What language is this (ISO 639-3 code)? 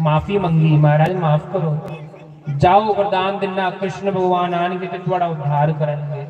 doi